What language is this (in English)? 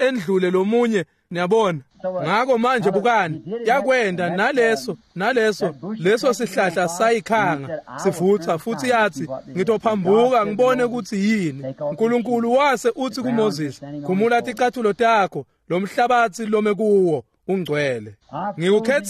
Swati